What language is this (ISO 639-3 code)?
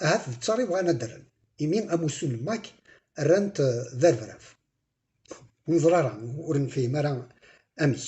kab